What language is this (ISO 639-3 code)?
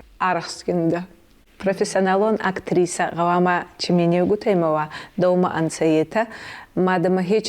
oss